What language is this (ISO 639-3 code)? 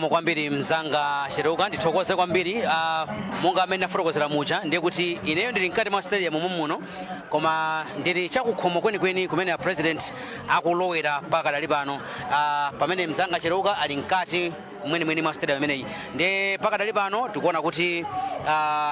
nya